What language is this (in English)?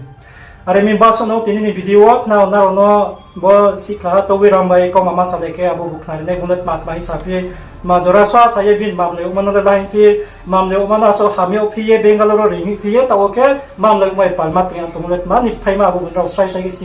Riang (India)